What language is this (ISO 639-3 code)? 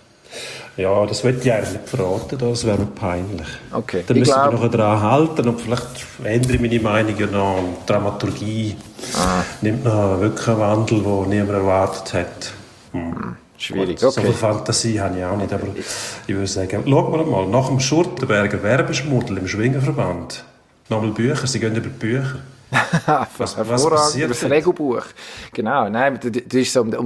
deu